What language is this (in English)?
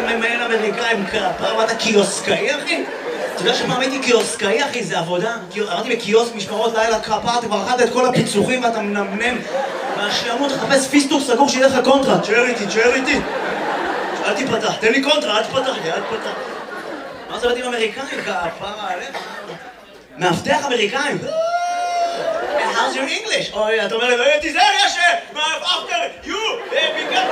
Hebrew